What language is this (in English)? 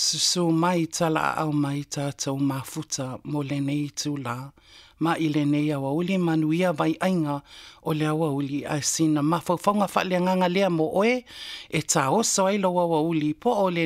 Samoan